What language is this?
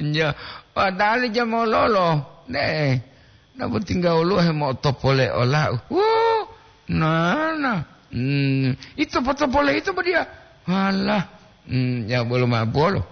Gorontalo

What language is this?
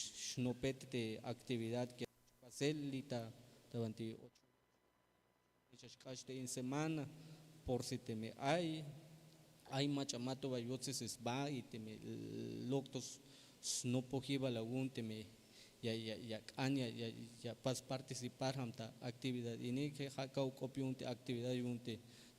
Tzeltal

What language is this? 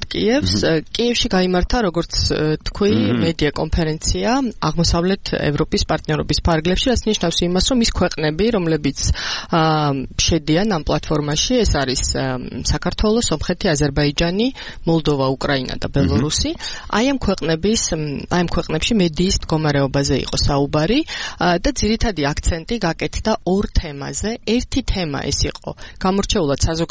Georgian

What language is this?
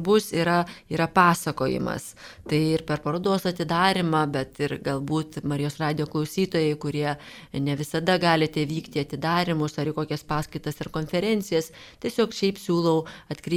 Lithuanian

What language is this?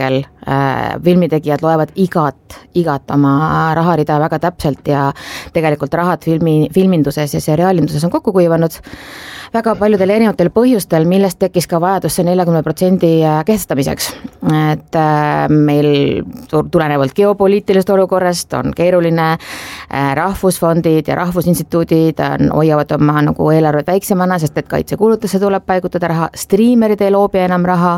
Estonian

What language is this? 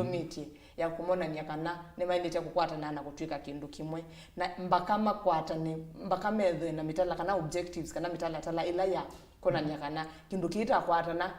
Kamba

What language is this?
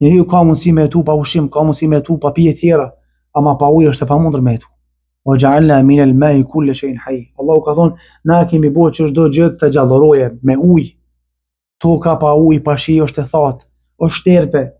Albanian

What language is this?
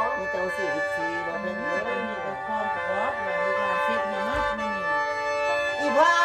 Northeastern Thai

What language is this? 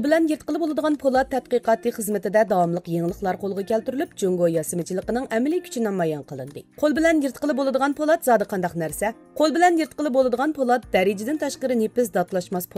Uyghur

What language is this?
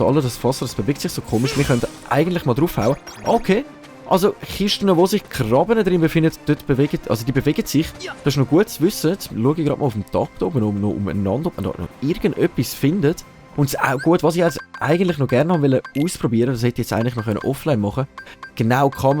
Swiss German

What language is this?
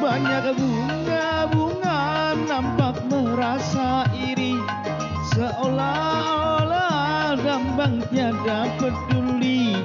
Banjar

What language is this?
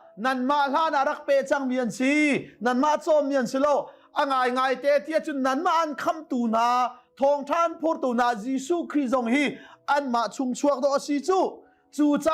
Hakha Chin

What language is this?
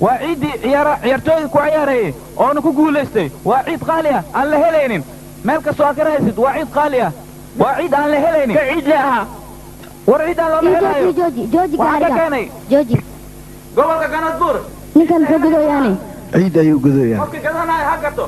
Somali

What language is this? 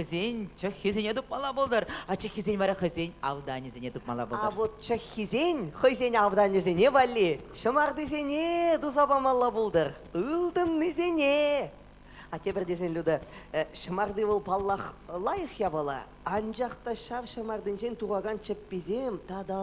Chuvash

